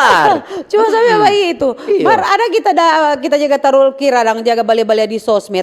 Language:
Manado Malay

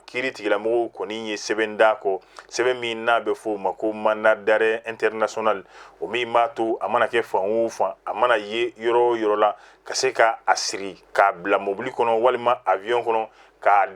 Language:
Bambara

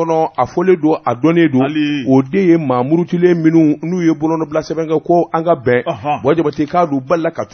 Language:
Bambara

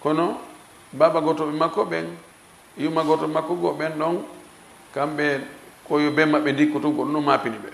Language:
Fula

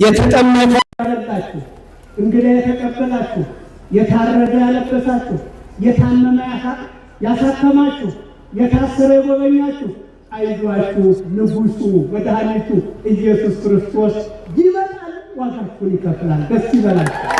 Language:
Amharic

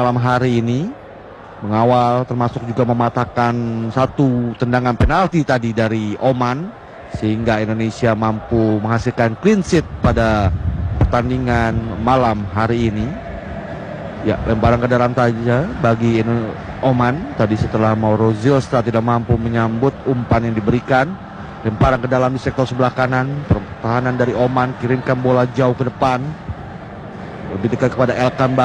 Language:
Indonesian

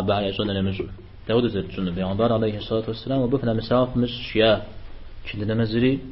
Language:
Kabardian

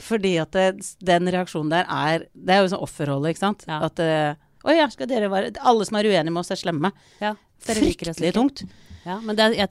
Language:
Norwegian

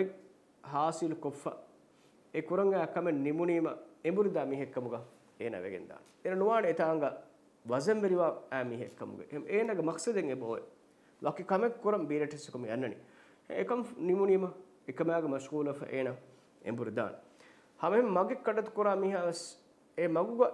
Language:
Divehi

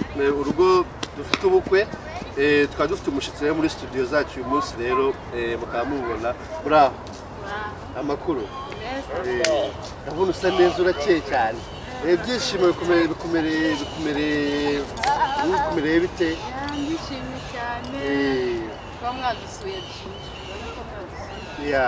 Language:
Kinyarwanda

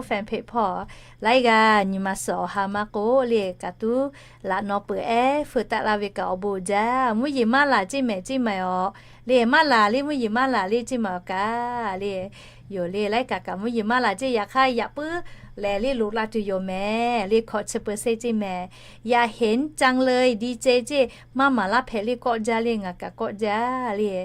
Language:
Lahu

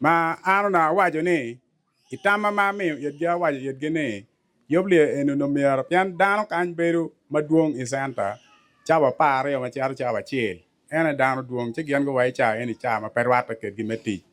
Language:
Acoli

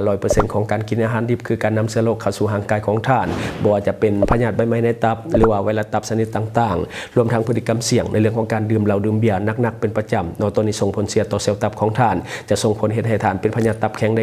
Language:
Lao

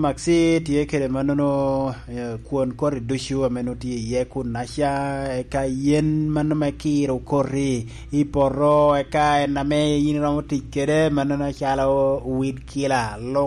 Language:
Lango (Uganda)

